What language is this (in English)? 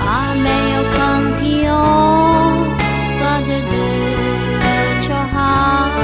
Akha